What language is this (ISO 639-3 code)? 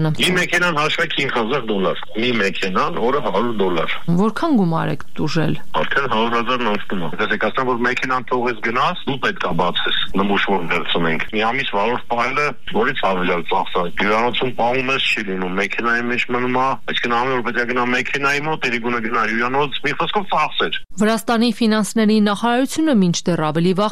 hye